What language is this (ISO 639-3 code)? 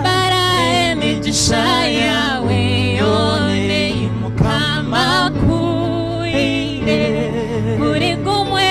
nyn